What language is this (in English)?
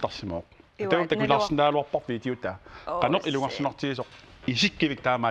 Kalaallisut